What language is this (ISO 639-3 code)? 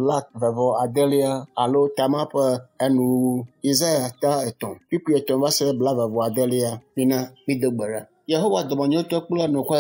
ewe